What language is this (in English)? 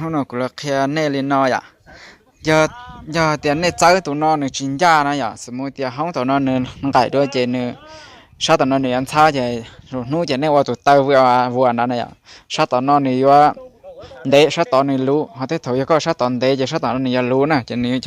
Hmong